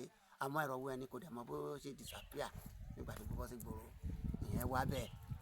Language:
Yoruba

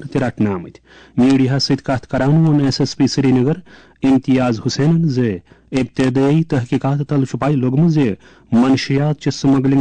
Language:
Kashmiri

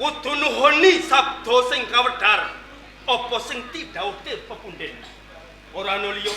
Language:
Javanese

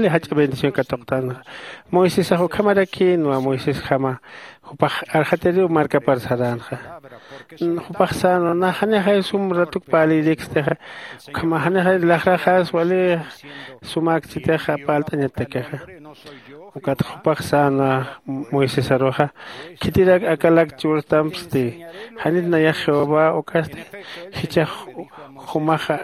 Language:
Aymara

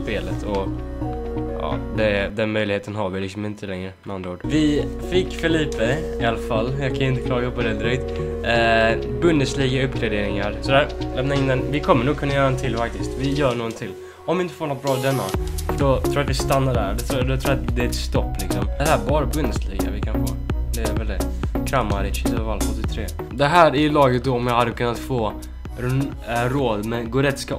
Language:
Swedish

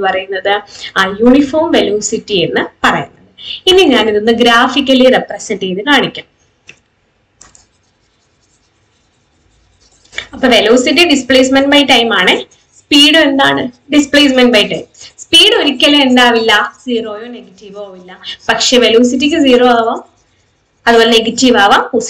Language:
Malayalam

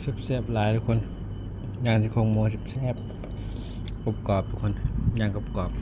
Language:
Northeastern Thai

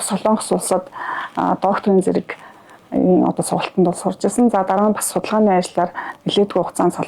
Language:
Mongolian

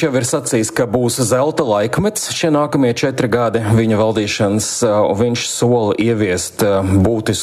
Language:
Latvian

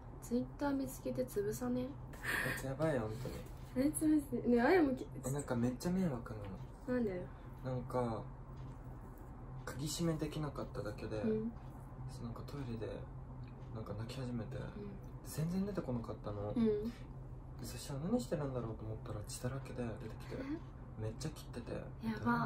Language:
Japanese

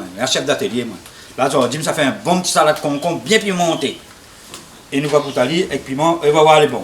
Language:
Réunion Creole French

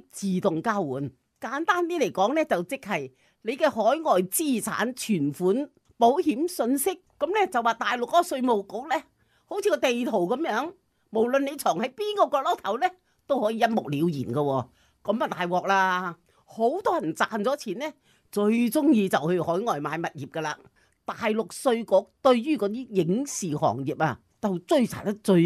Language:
Cantonese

